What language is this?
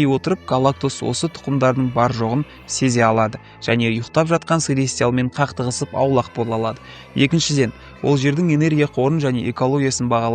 Kazakh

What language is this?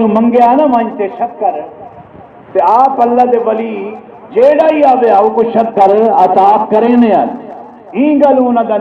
Saraiki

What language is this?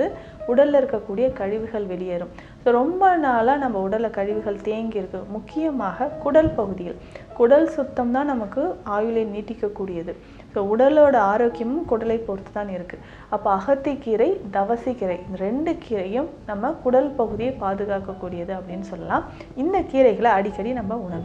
Tamil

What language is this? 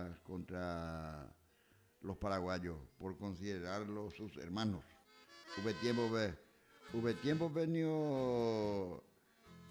Guarani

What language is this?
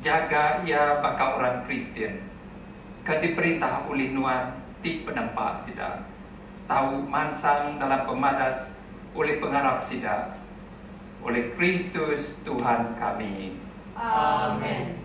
Iban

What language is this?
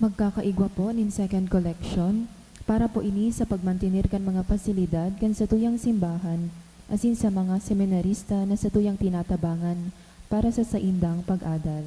Bikol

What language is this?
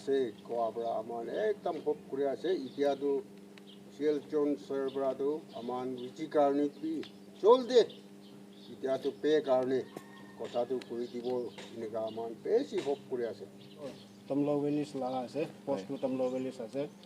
Naga Pidgin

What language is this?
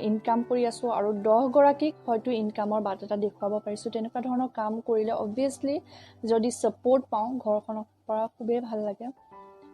Assamese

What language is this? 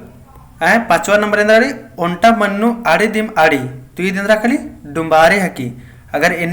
Kurukh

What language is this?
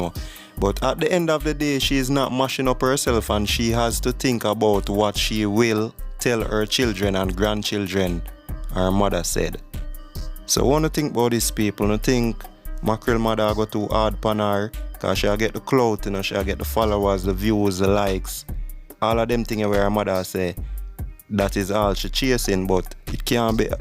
Jamaican Creole English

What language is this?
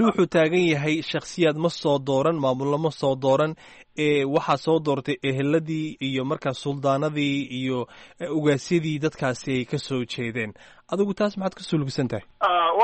Somali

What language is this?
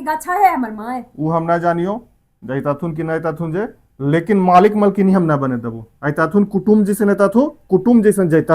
Magahi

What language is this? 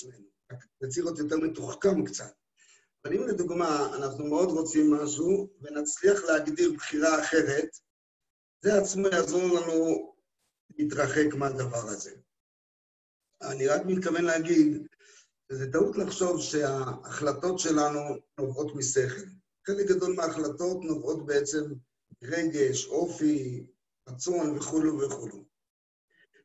Hebrew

